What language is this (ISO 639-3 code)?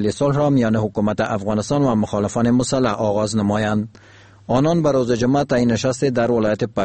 fas